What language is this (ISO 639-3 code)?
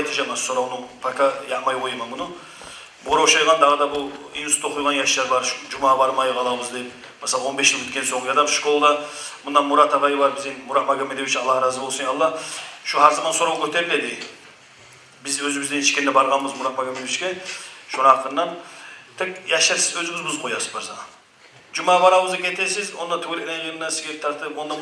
kum